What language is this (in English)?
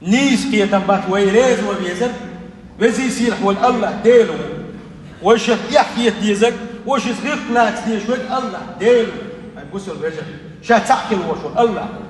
Chechen